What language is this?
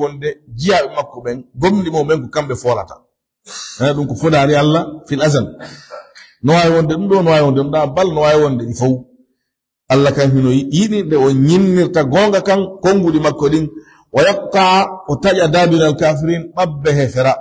Fula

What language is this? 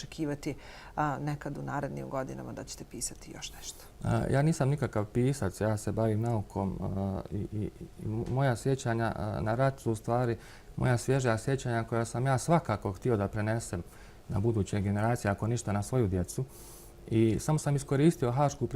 Bosnian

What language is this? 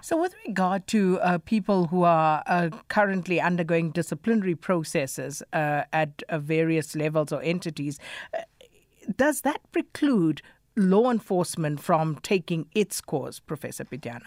English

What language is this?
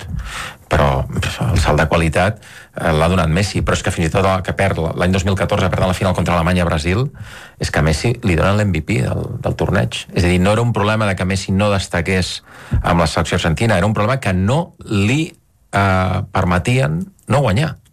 Catalan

